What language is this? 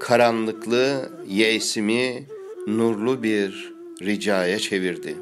Ottoman Turkish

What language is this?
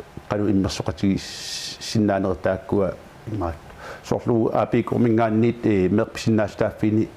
Kalaallisut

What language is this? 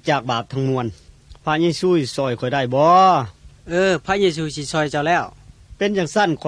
Lao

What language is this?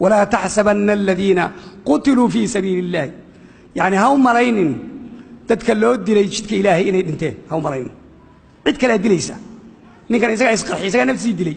Somali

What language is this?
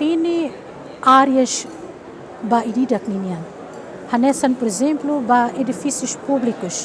Tetum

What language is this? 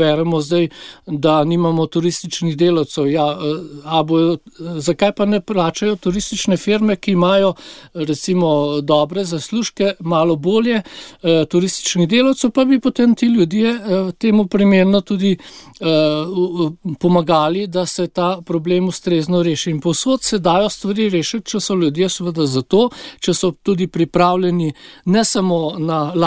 Slovenian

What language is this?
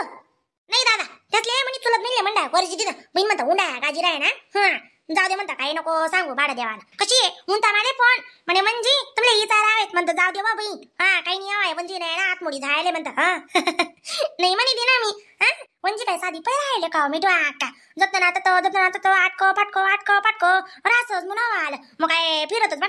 Khandesi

